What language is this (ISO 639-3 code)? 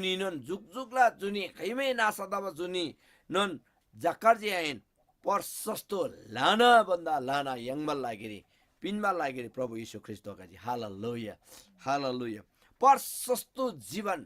taj